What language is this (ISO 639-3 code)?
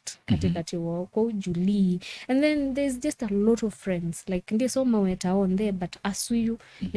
kam